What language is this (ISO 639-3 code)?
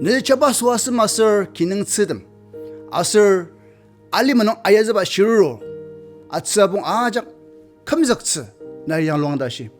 njo